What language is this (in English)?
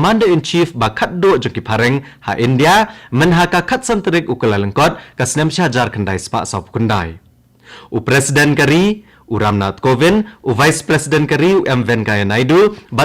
Khasi